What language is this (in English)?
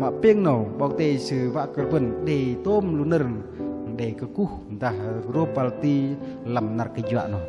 Bahnar